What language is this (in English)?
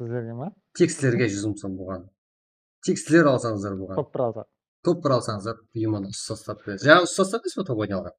Kara-Kalpak